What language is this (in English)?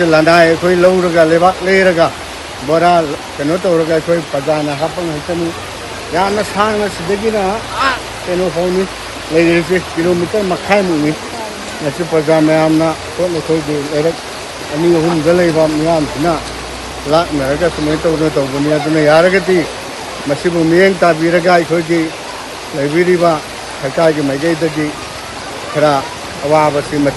Manipuri